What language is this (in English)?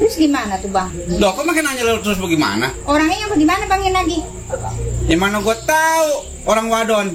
Betawi